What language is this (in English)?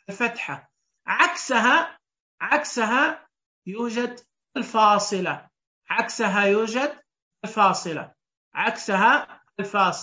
Najdi Arabic